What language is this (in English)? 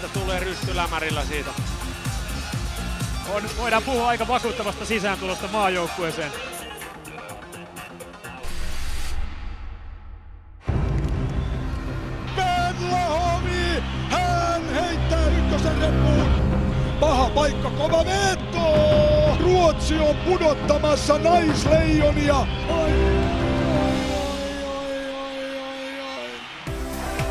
Finnish